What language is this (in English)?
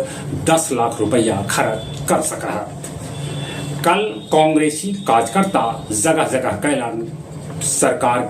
Magahi